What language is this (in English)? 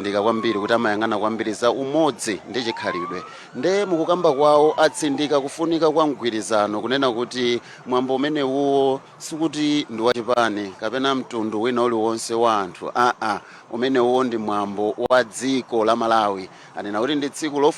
Nyanja